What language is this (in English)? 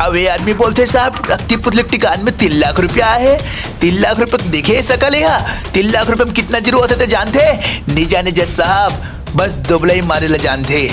Chhattisgarhi